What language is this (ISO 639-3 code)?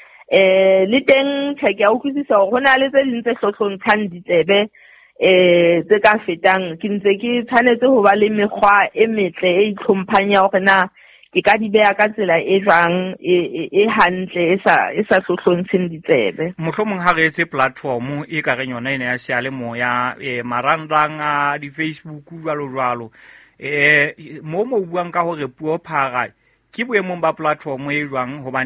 sot